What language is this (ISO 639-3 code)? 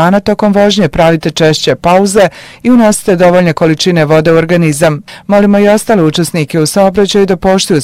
bos